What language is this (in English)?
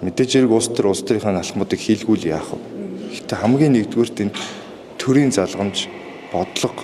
Mongolian